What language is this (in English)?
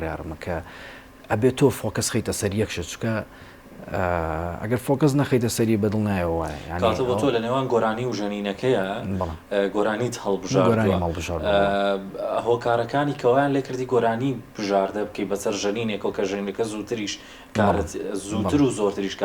Central Kurdish